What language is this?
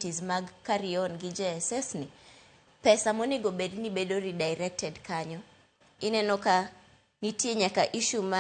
Luo (Kenya and Tanzania)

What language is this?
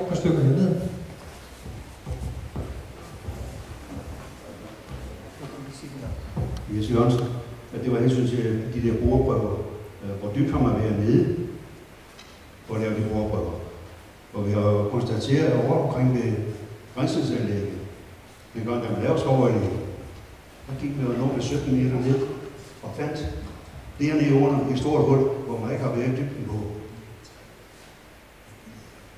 Danish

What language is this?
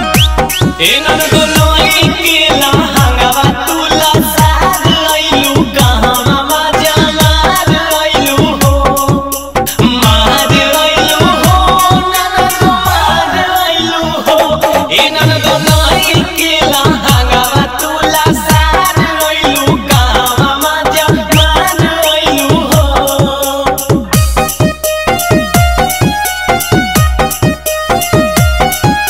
Magahi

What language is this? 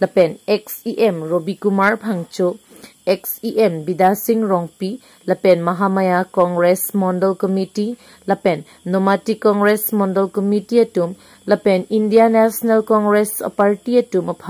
Karbi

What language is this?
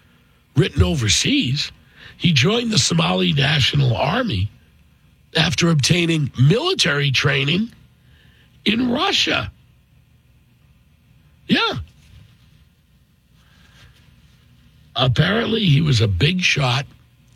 English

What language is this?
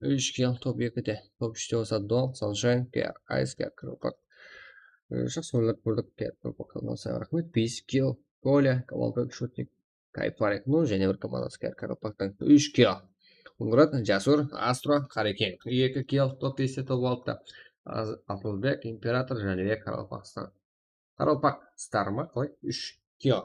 Kara-Kalpak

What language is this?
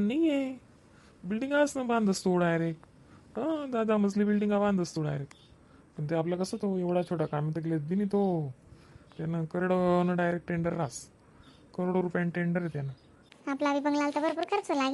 Khandesi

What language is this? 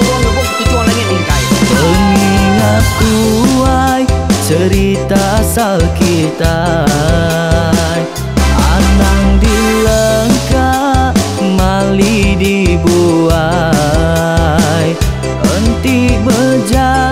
Iban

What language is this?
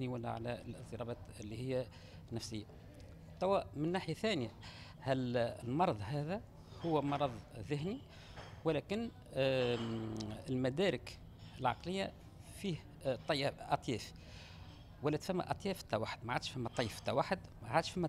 Tunisian Arabic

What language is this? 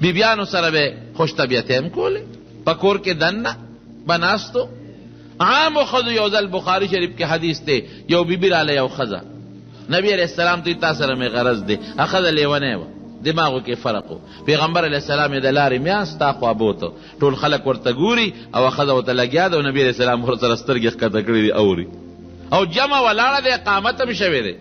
Pashto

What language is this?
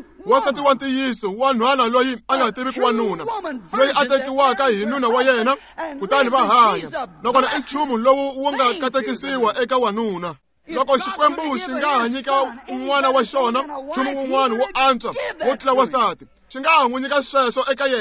Tsonga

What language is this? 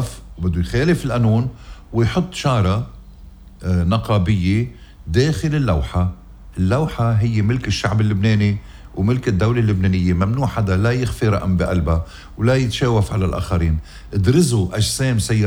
North Levantine Arabic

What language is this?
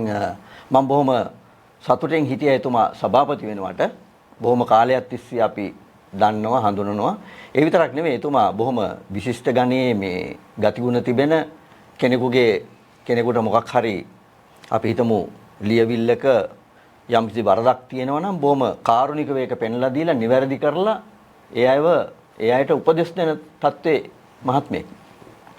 Sinhala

